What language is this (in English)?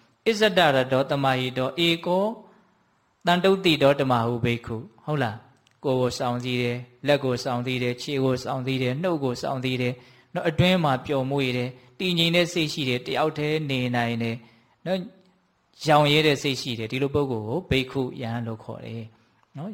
Burmese